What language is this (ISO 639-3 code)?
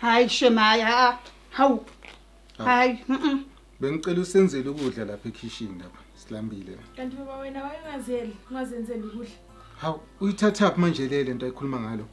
zul